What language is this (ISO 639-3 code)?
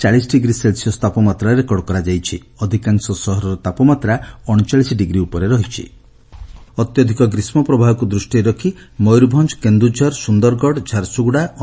ori